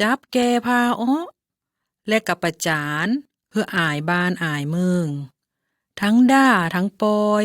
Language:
Lao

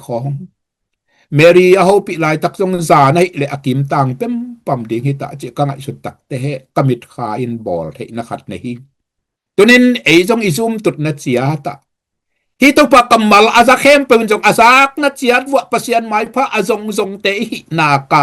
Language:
Tedim Chin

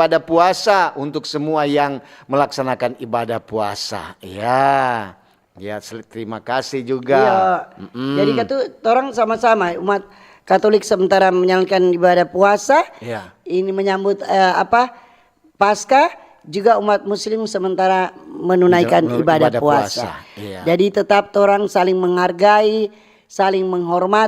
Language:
Manado Malay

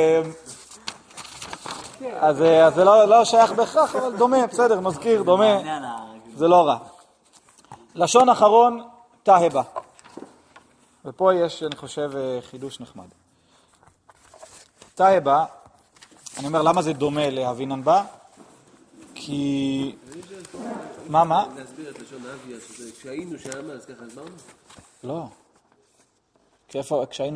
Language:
Hebrew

